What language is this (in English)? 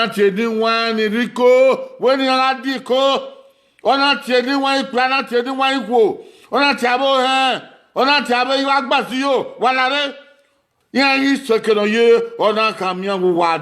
Bini